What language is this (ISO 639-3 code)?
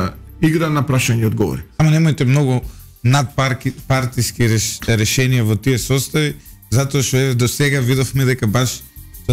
mkd